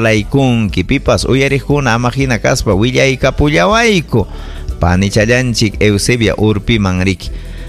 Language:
Ayacucho Quechua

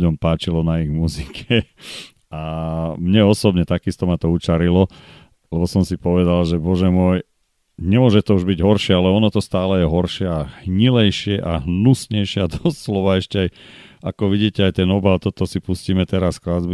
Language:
Slovak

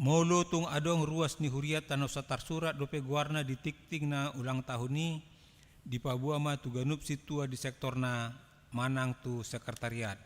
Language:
Batak Toba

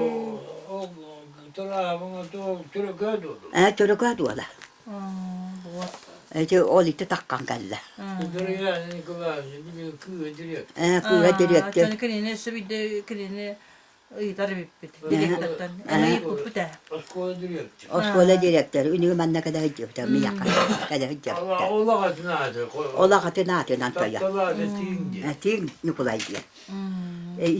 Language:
Yakut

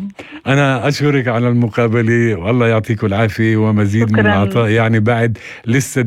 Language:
North Levantine Arabic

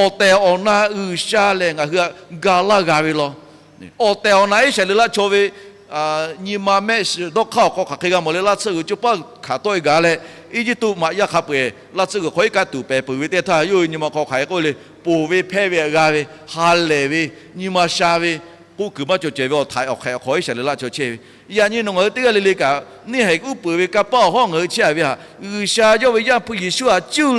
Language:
Lahu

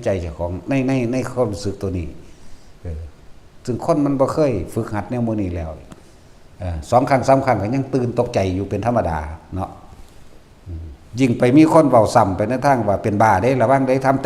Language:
Northeastern Thai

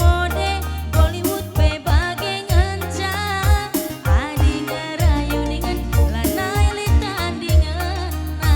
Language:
Batak Karo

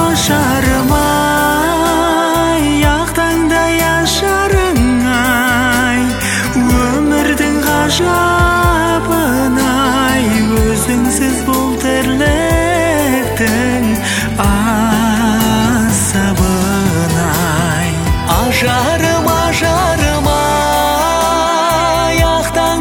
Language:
Kazakh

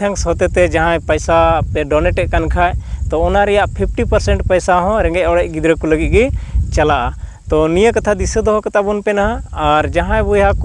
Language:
Santali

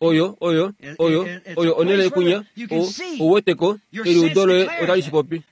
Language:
Kuanyama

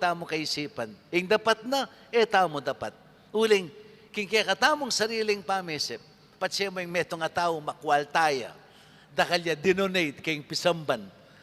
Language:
Pampanga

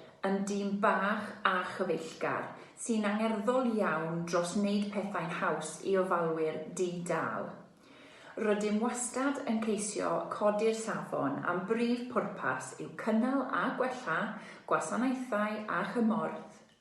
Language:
Welsh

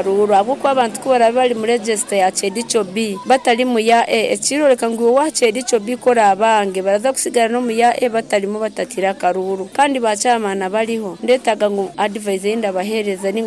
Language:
Nyankole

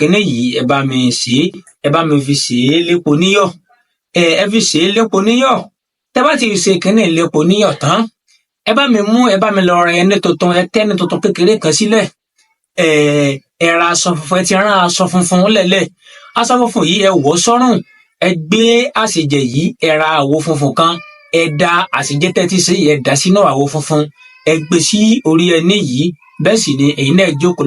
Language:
Yoruba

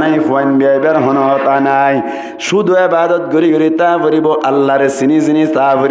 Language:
Rohingya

